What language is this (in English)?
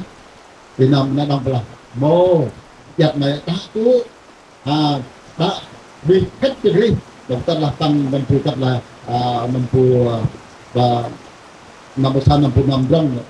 Central Mnong